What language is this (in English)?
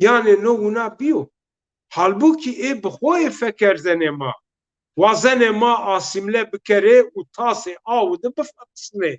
Zaza